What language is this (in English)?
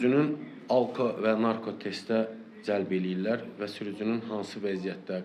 Azerbaijani